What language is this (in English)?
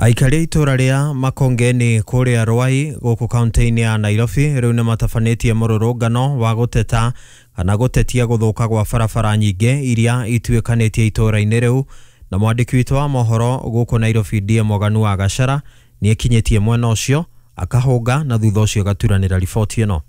Kikuyu